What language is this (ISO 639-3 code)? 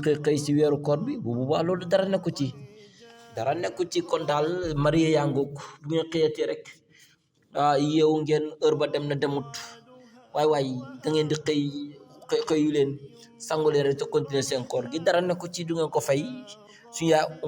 wol